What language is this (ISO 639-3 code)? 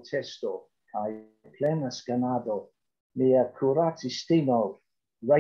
epo